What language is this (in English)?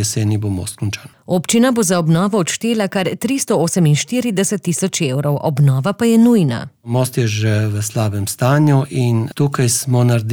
Slovenian